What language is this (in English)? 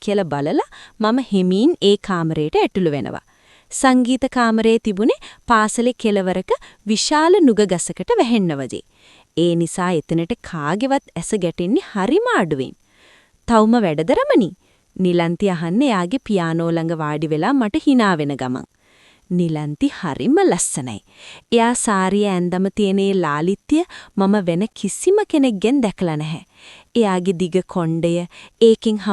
Sinhala